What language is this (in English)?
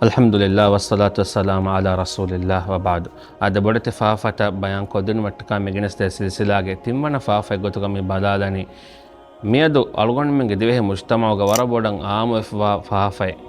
Divehi